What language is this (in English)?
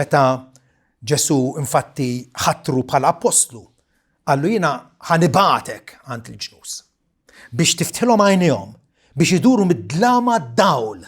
Maltese